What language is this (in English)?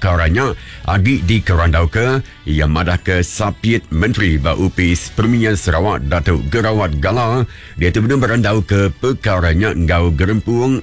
Iban